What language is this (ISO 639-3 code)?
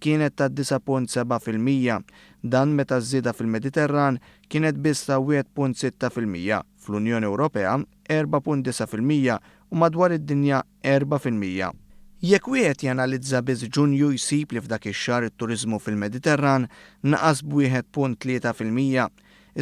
mlt